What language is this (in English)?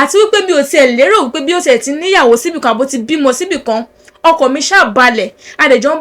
Yoruba